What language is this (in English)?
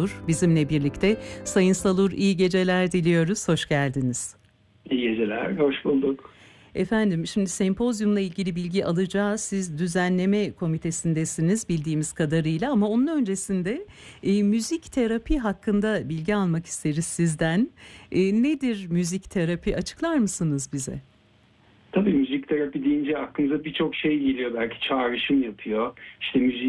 Turkish